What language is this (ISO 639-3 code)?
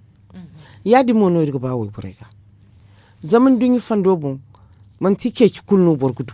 dje